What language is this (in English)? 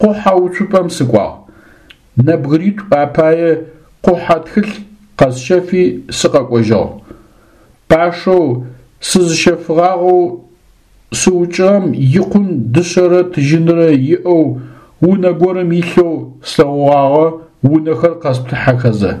Adyghe